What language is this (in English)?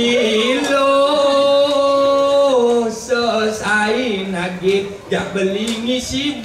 Balinese